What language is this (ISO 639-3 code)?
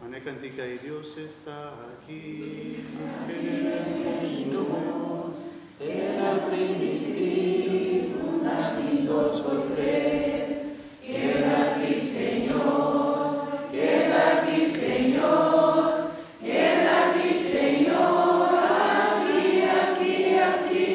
pap